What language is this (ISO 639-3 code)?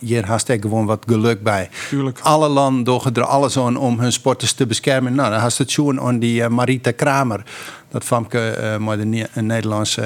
fry